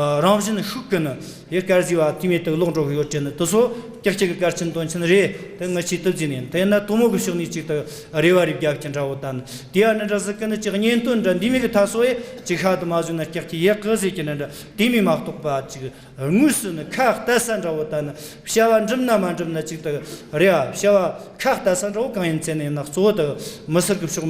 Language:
Tibetan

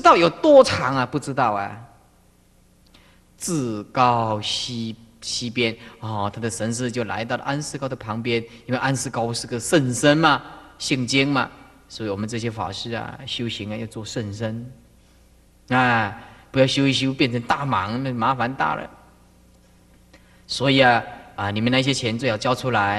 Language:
Chinese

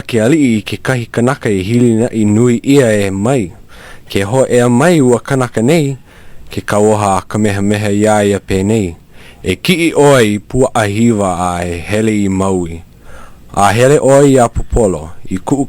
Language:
Hawaiian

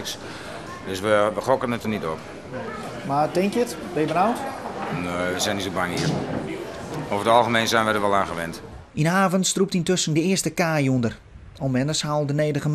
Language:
Western Frisian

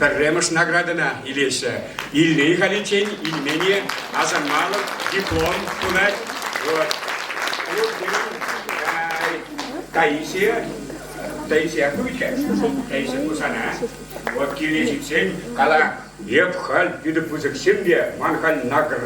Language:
Chuvash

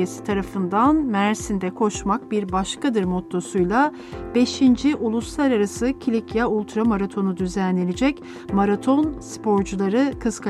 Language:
Turkish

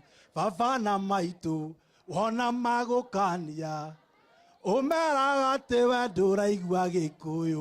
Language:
Kikuyu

